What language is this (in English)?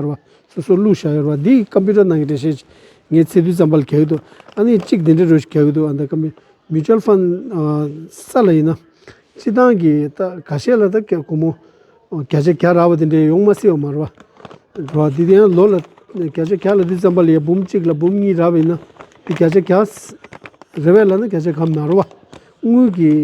Tibetan